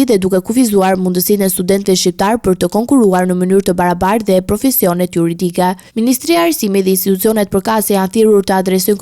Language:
Albanian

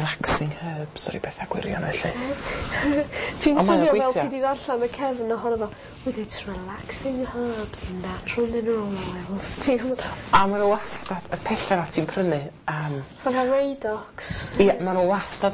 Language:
Welsh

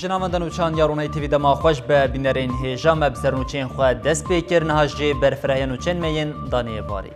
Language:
Kurdish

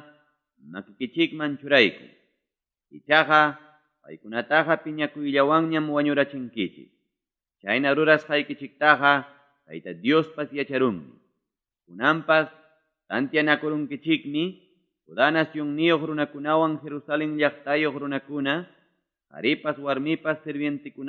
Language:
Ayacucho Quechua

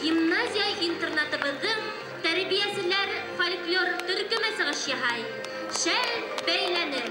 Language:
Bashkir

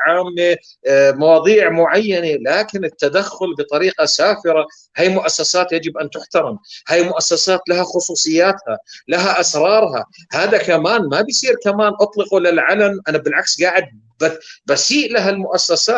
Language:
North Levantine Arabic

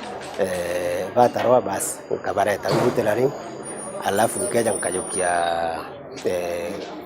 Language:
Meru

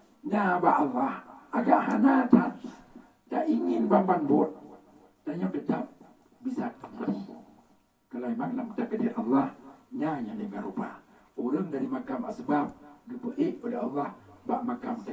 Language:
Achinese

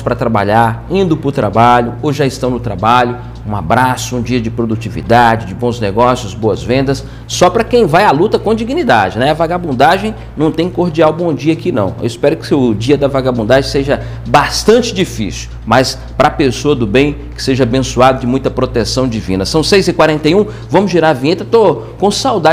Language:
Portuguese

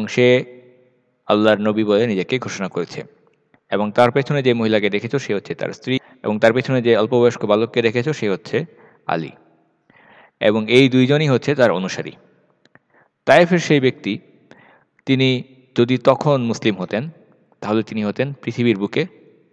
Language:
Bangla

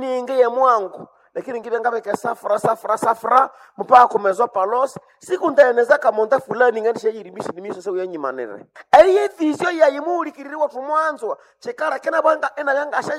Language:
Nande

